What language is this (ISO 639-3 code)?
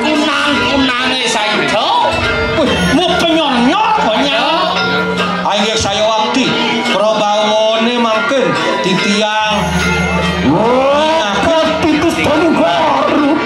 ban